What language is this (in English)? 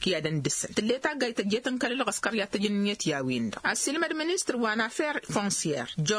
Tamasheq